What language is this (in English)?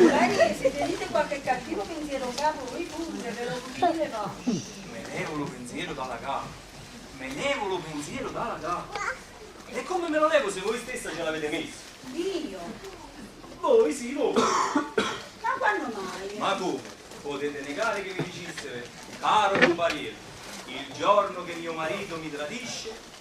Neapolitan